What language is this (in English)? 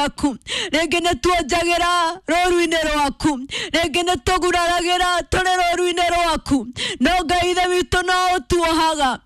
Kikuyu